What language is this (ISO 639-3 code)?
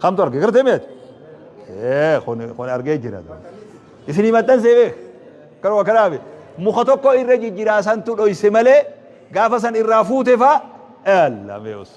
orm